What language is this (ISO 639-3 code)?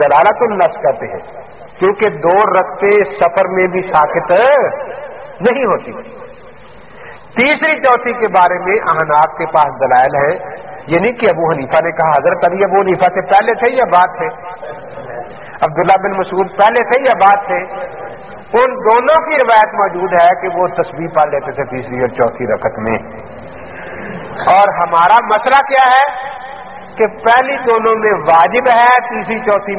urd